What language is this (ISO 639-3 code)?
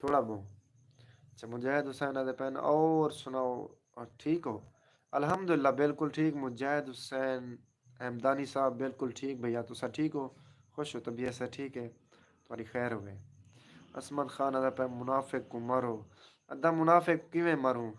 skr